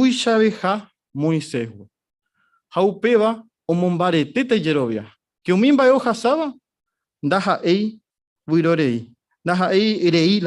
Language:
Guarani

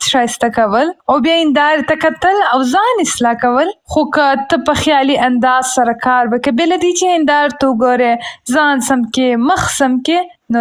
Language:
Pashto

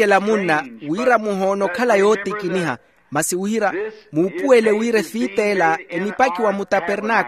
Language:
Makhuwa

